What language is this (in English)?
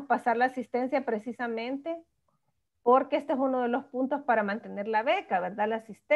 Spanish